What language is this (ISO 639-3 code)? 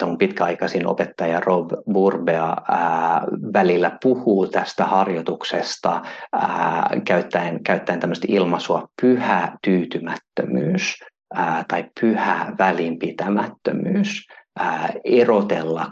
fin